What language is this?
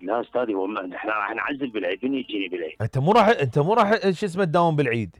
Mesopotamian Arabic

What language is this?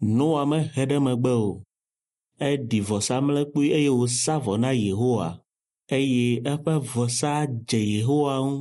Ewe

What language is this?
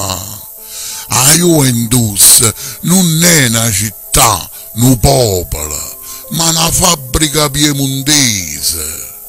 Neapolitan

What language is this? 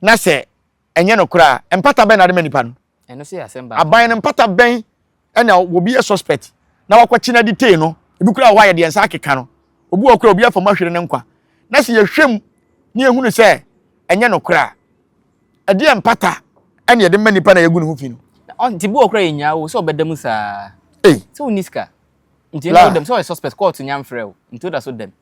Akan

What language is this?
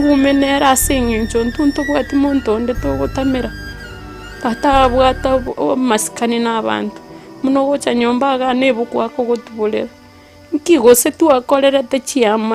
Gusii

